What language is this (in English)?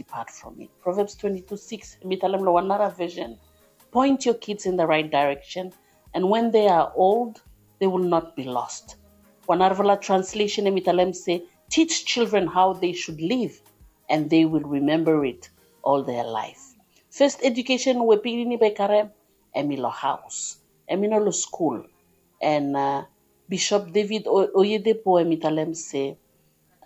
Bislama